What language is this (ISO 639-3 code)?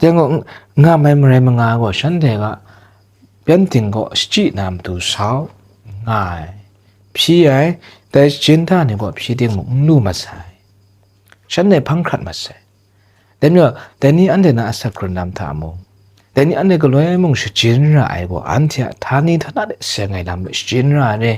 kac